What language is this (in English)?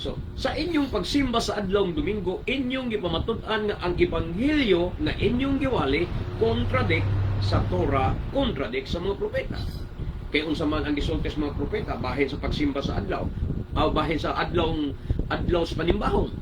Cebuano